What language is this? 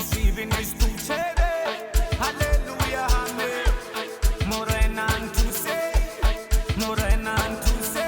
Venda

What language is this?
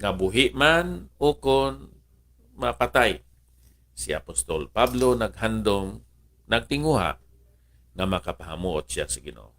Hiligaynon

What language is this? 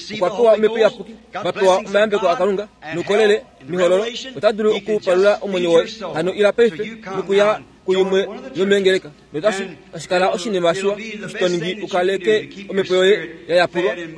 Kuanyama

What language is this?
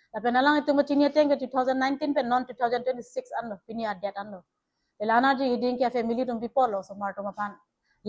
Karbi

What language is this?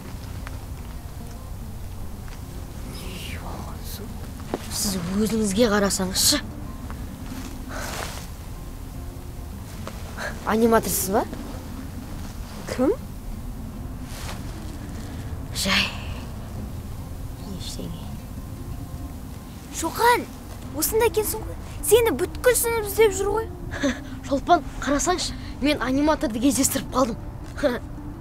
Kazakh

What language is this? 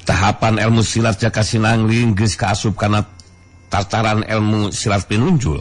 Sundanese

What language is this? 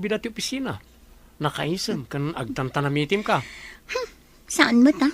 Iloko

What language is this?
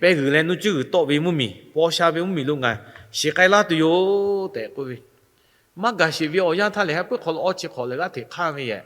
Lahu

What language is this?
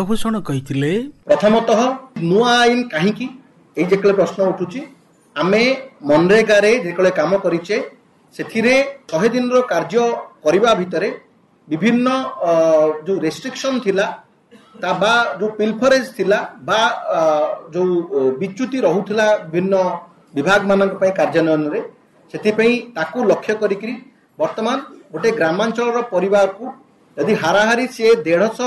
Odia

